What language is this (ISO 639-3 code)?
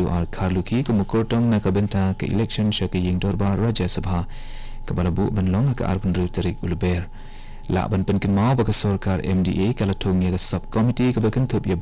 kha